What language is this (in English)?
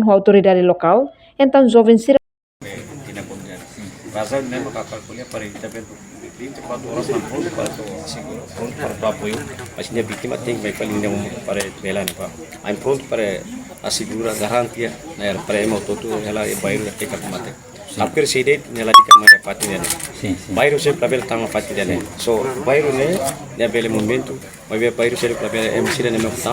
Tetum